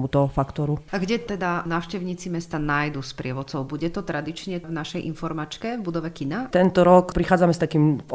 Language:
Slovak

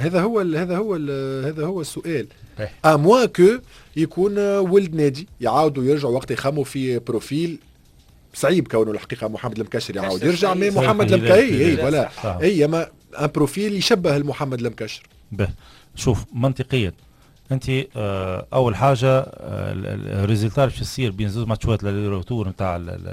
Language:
Tunisian Arabic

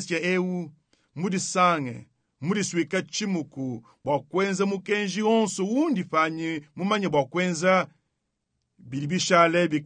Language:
Luba-Lulua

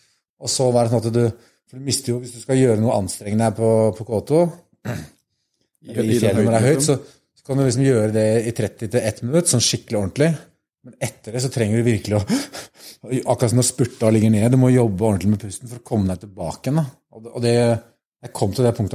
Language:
Norwegian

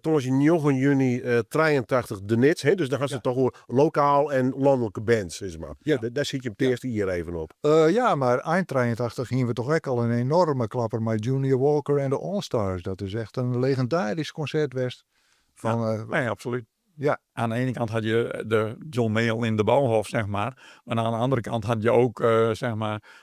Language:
Western Frisian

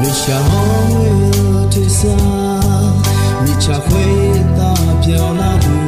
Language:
Akha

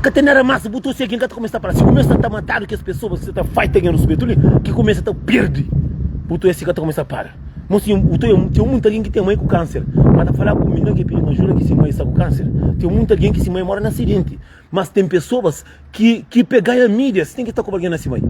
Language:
Kabuverdianu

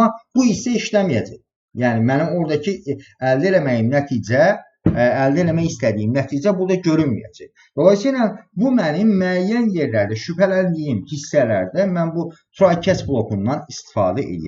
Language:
Azerbaijani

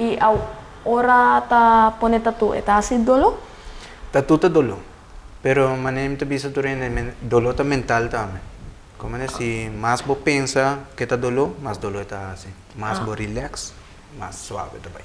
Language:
Papiamento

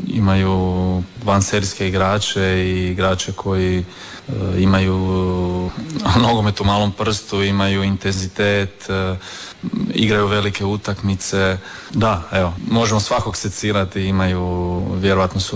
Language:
Croatian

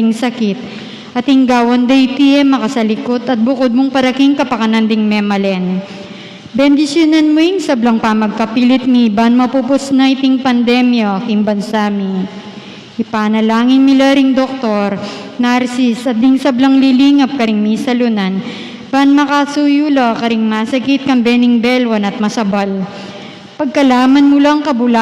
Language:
Pampanga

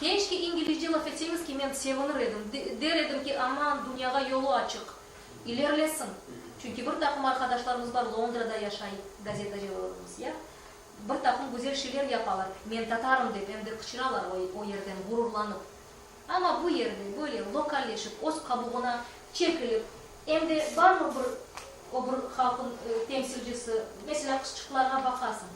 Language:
Crimean Tatar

